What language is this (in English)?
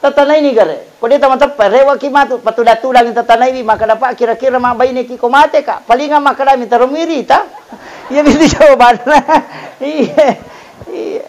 Buginese